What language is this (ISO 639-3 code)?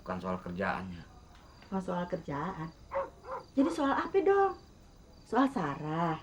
bew